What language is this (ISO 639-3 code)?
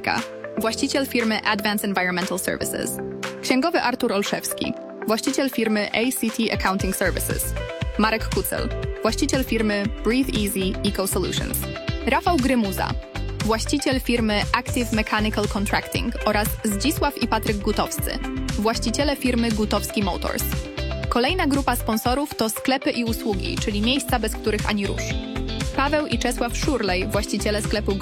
pol